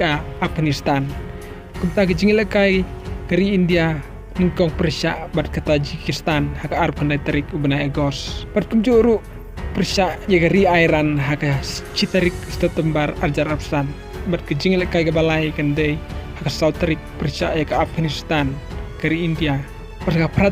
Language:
Khasi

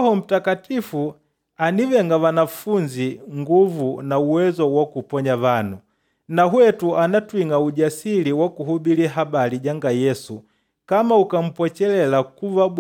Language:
Makonde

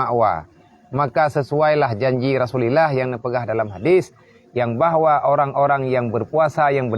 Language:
Achinese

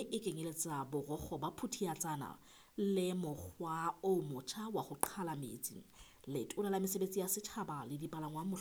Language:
Southern Sotho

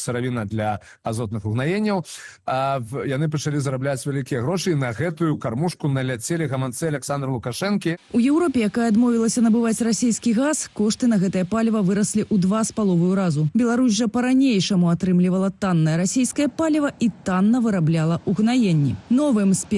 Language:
Belarusian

